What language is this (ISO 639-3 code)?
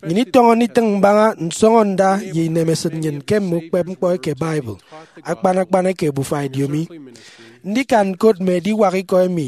efi